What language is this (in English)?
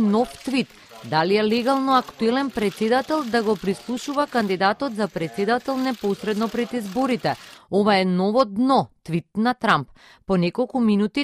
Macedonian